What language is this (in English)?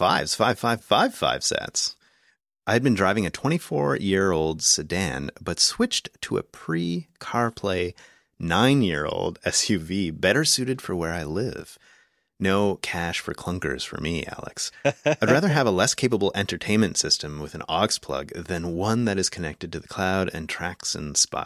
English